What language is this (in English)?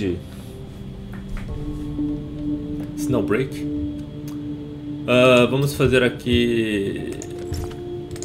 Portuguese